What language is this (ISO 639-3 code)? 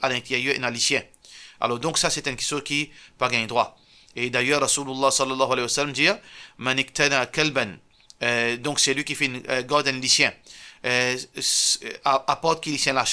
mfe